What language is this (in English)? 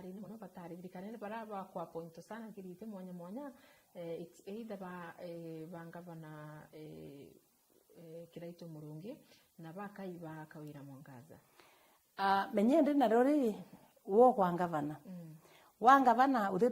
Meru